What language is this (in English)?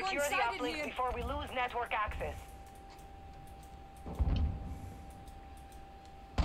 Swedish